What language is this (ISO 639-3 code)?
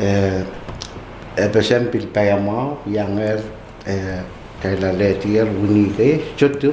pon